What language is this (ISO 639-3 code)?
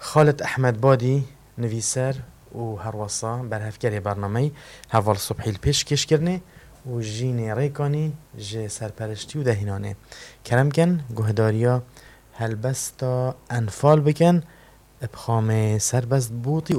kur